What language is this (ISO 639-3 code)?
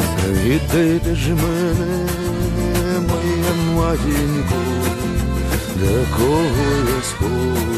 ukr